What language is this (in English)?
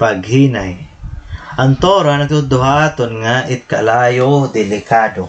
Waray